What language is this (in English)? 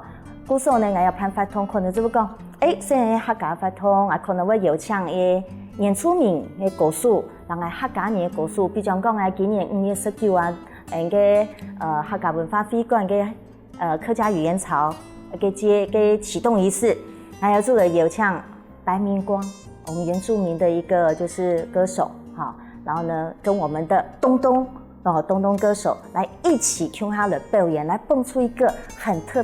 Hakka Chinese